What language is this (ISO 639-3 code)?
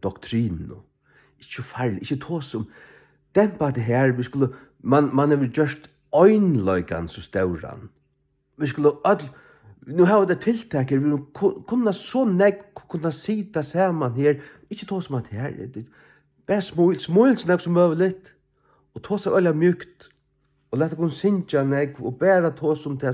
fao